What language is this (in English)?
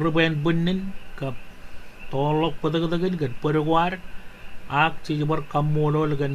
Marshallese